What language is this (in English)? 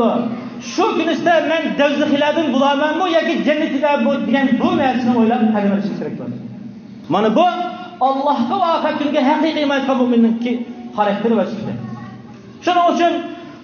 Uyghur